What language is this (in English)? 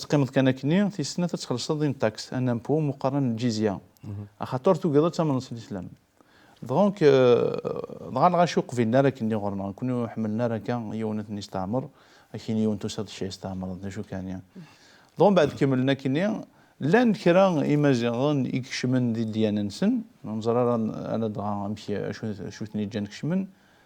Kabyle